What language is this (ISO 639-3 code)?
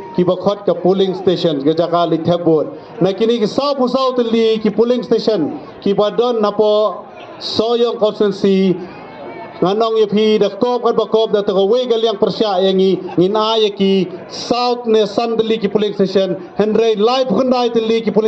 kha